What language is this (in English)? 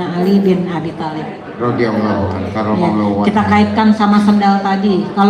Betawi